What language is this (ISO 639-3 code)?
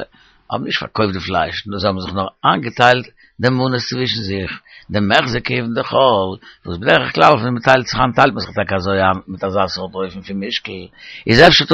yid